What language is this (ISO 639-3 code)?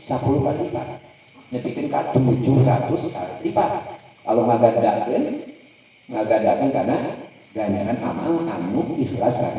sun